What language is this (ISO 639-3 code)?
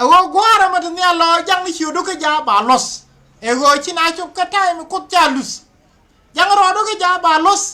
nus